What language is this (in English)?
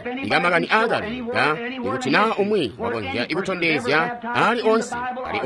Tonga (Zambia)